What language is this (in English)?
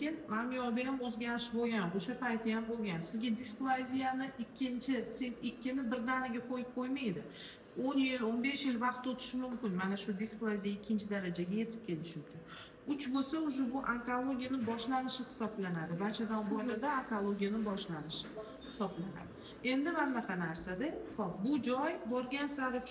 Uzbek